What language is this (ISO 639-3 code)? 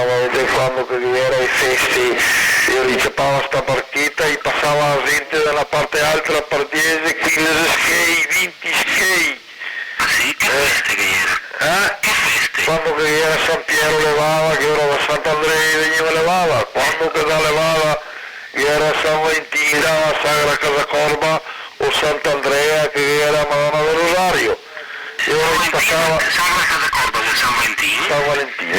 vec